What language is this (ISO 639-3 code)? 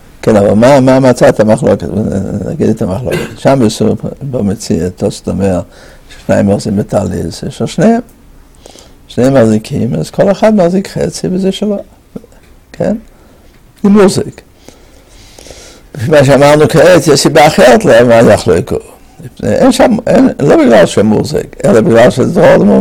heb